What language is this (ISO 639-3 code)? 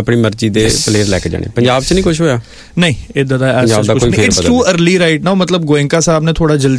pan